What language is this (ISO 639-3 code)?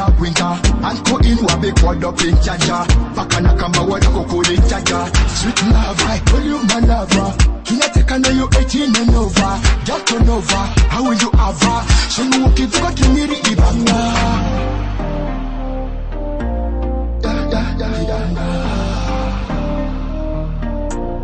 swa